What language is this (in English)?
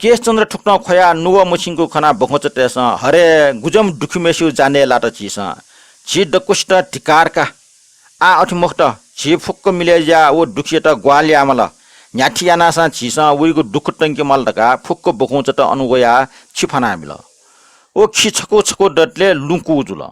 Newari